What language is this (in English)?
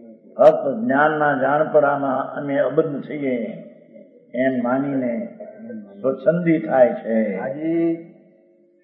Gujarati